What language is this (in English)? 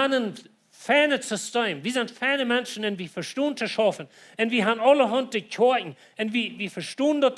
Plautdietsch